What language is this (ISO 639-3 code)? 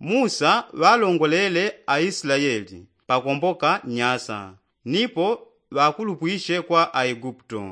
yao